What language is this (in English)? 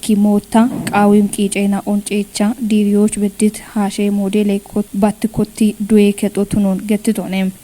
Kafa